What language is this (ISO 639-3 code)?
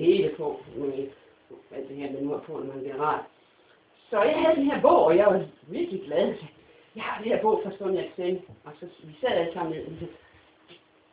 dan